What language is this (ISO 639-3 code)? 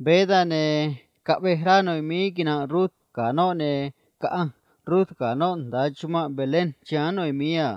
trc